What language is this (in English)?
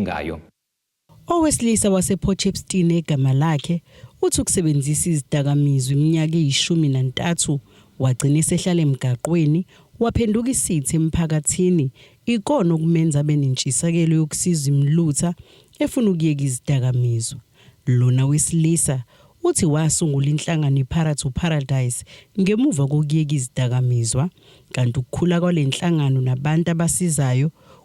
Zulu